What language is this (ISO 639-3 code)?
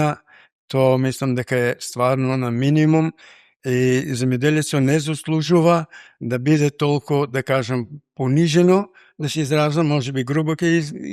mkd